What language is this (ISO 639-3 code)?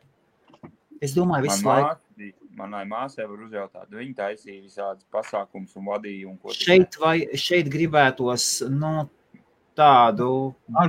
lav